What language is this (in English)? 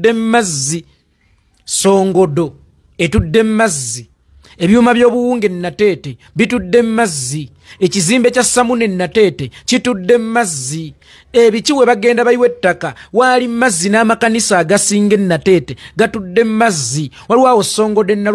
Ganda